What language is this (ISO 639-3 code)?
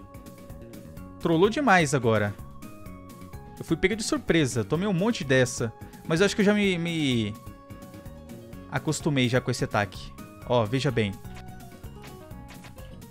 por